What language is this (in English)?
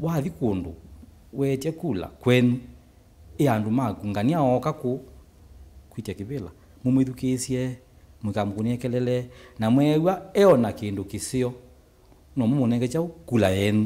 Kamba